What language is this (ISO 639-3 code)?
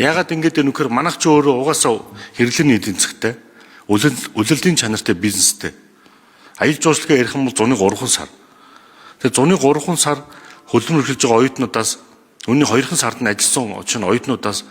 mon